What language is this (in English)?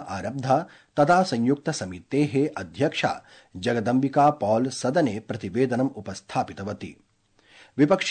Sanskrit